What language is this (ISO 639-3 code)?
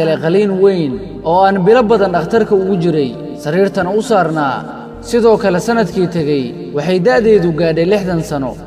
som